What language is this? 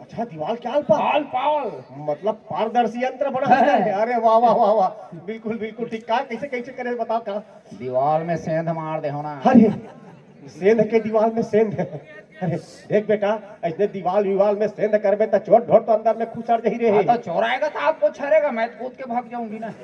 Chhattisgarhi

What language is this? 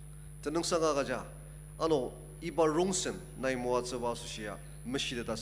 Ao Naga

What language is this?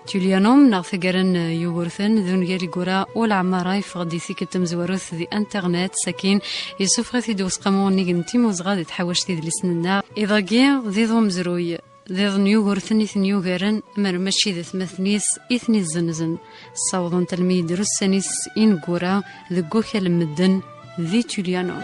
Kabyle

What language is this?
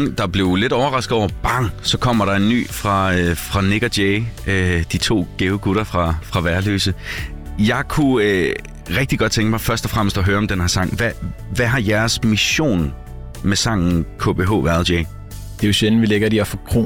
Danish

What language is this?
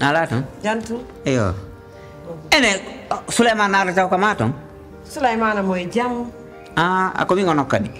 Pular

